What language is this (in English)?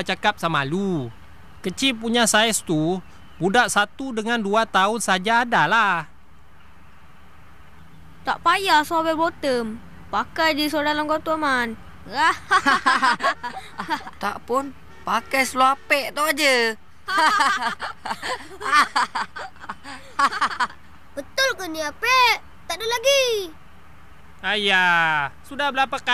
Malay